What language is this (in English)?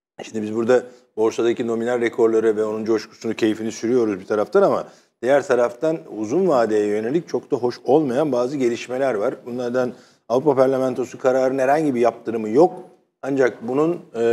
Turkish